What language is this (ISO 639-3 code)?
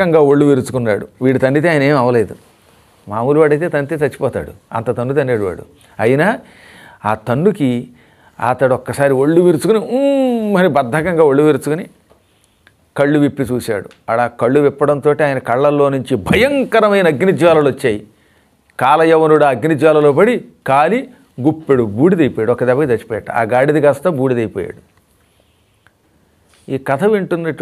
tel